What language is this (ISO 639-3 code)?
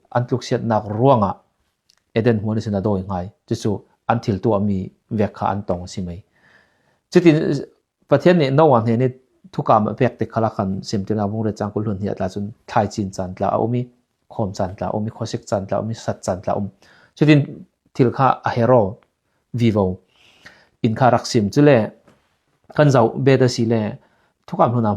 cfm